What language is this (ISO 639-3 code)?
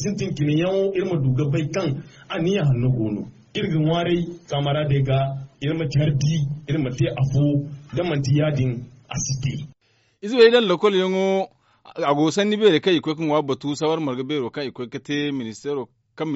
dje